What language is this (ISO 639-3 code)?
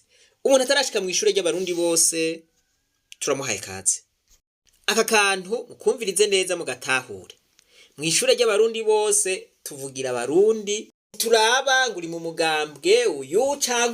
run